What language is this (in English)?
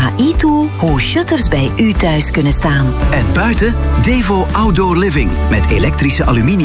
Dutch